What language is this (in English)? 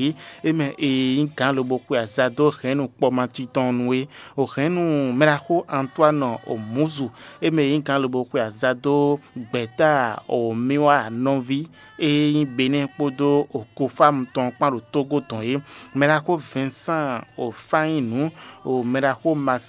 Fon